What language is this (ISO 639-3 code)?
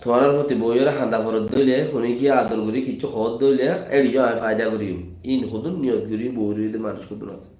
rhg